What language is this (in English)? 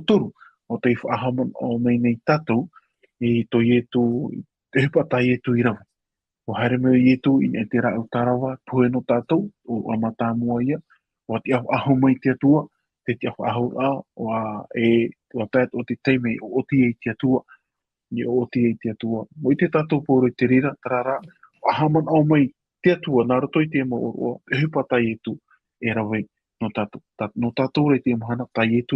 Tahitian